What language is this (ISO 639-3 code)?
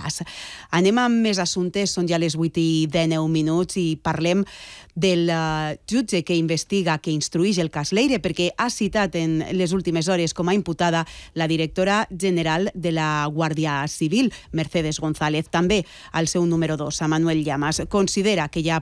cat